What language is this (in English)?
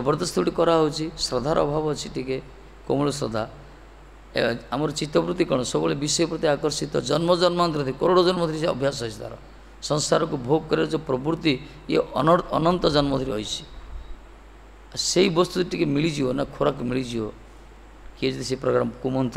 Odia